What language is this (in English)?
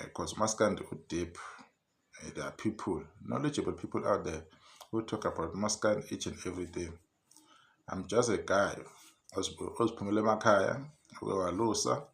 Zulu